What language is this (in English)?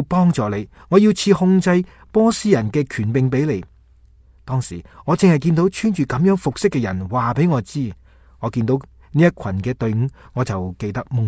Cantonese